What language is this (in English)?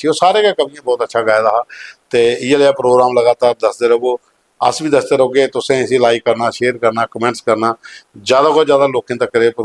Dogri